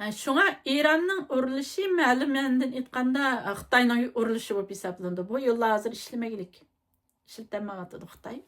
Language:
Uyghur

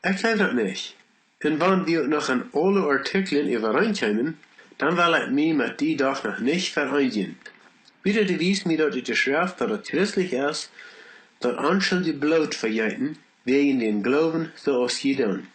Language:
Plautdietsch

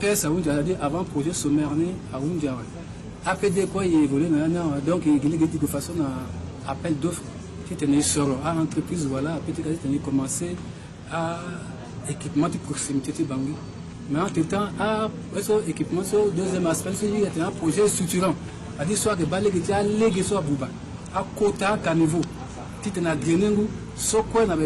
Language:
Sango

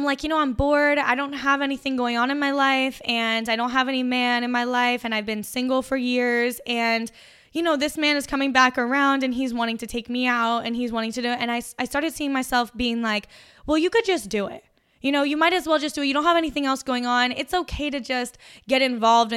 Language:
English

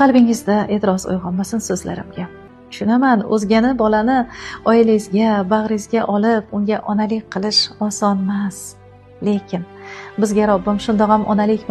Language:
Uzbek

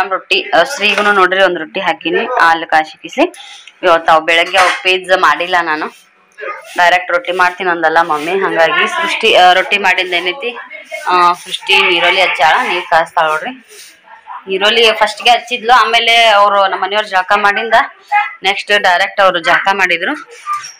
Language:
Kannada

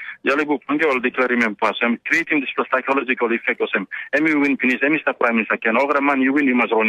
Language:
Tok Pisin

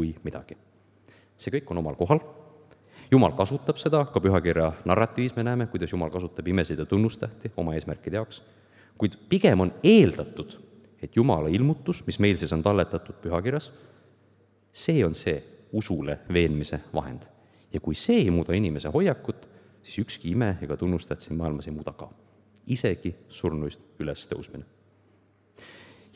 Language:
Estonian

